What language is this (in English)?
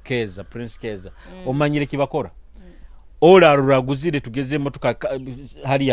Nyoro